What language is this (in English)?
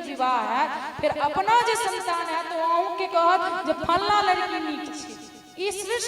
Maithili